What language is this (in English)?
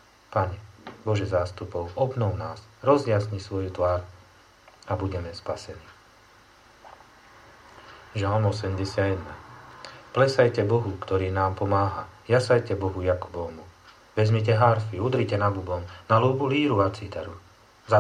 Slovak